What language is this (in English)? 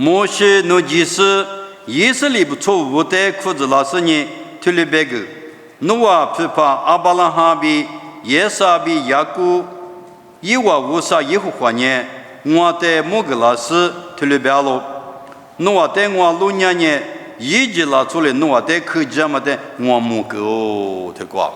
Lisu